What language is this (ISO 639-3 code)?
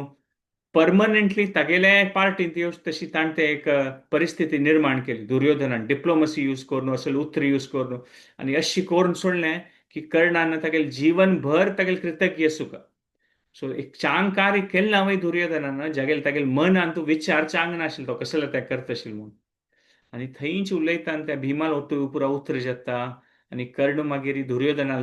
kok